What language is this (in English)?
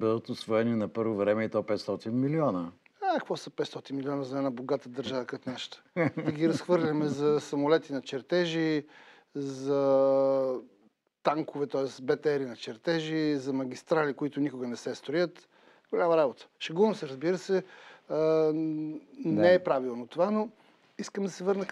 Bulgarian